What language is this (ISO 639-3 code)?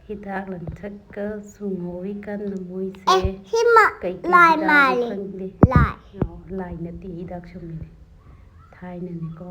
mni